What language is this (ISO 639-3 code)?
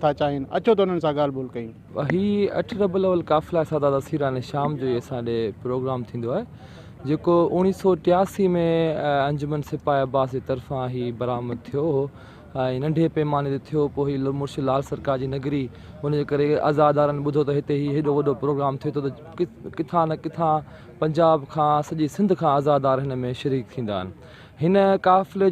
snd